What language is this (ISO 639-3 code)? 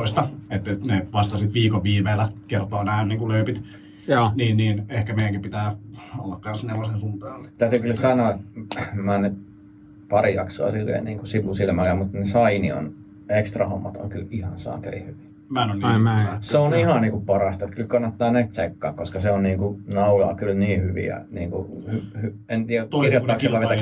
fin